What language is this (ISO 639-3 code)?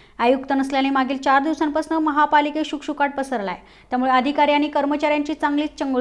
mar